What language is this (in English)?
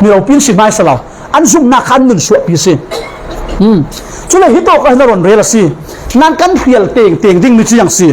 Falam Chin